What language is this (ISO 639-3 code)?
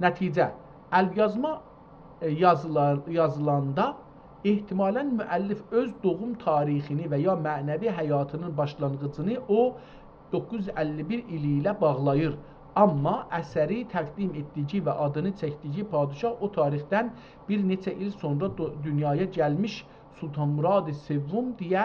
azb